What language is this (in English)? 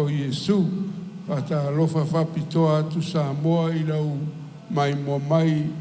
Samoan